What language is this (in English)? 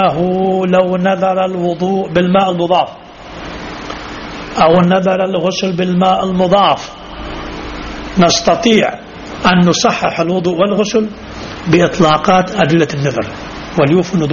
Arabic